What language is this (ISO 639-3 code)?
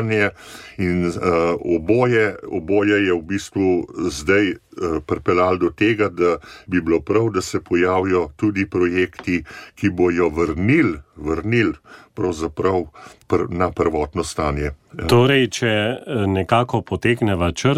slv